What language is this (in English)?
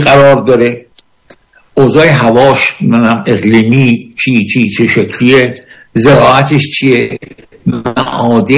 Persian